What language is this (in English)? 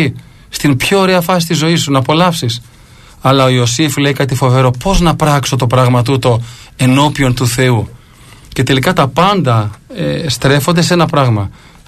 Greek